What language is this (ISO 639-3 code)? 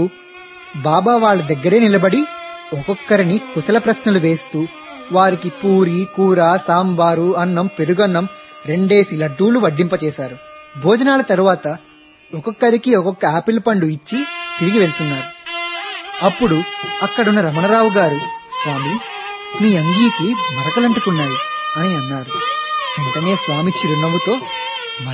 tel